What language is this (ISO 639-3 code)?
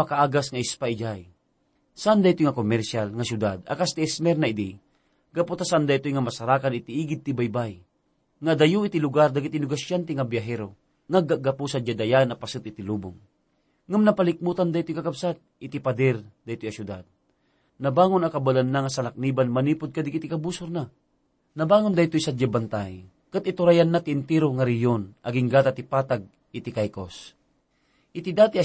ilo